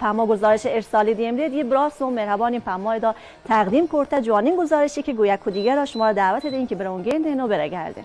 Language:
Baluchi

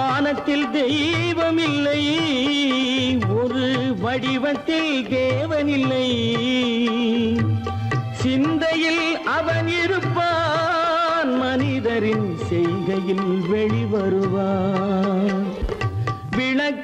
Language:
Tamil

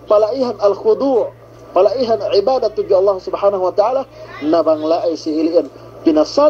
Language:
Yakan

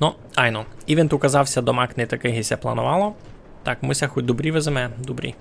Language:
Rusyn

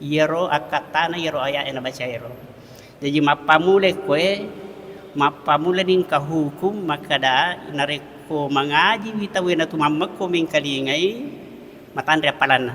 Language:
Buginese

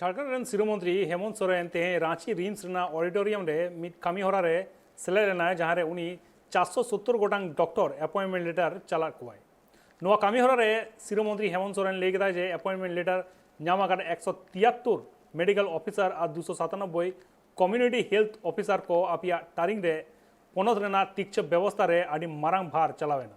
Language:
Santali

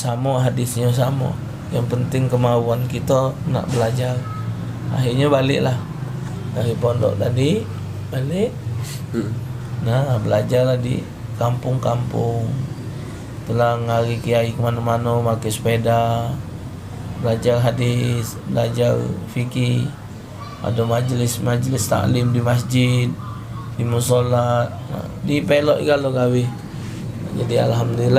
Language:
Musi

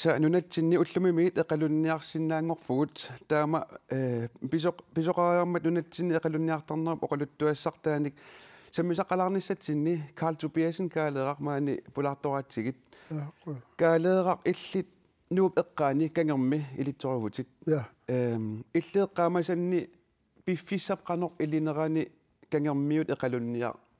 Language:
Kalaallisut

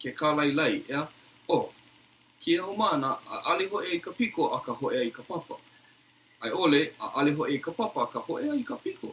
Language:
Hawaiian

